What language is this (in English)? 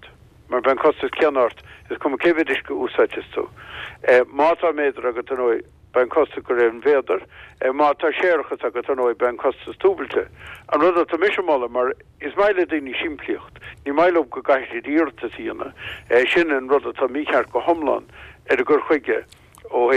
Irish